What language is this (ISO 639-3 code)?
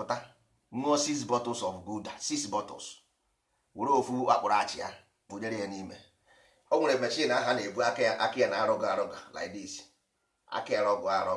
ibo